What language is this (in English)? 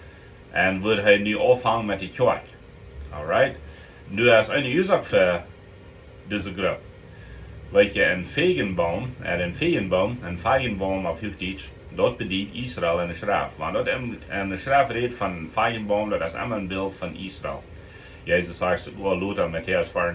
Plautdietsch